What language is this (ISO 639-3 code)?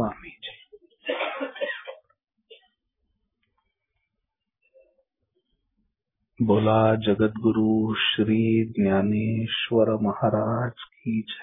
mar